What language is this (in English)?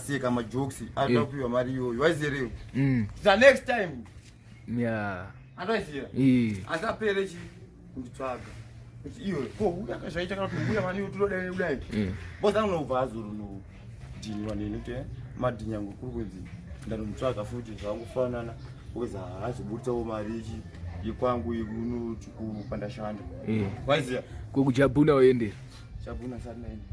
Shona